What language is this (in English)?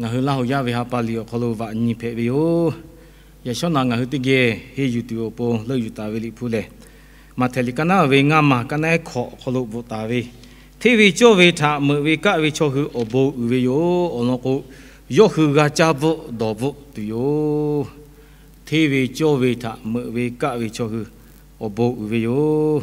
Lahu